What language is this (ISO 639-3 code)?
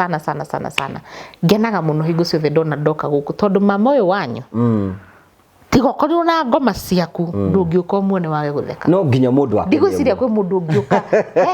kik